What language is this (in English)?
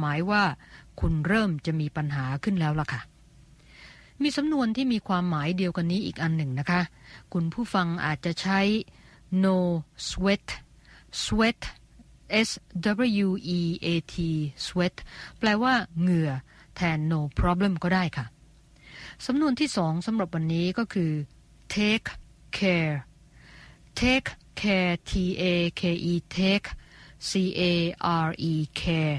Thai